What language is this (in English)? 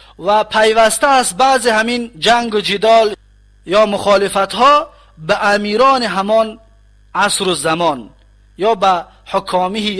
Tajik